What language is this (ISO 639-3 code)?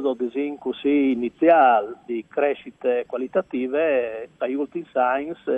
fur